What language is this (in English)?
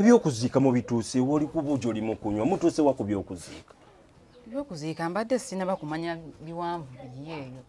Ganda